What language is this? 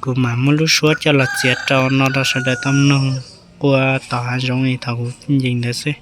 Hmong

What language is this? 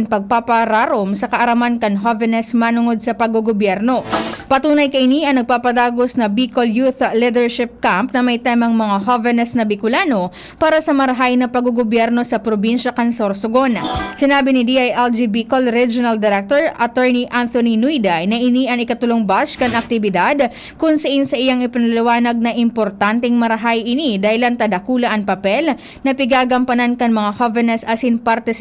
Bikol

